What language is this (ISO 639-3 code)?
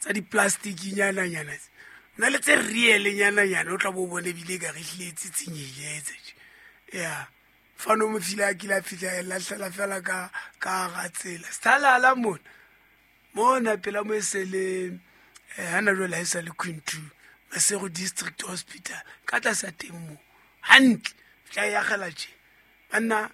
sot